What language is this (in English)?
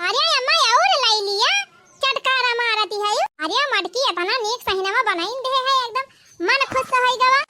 Awadhi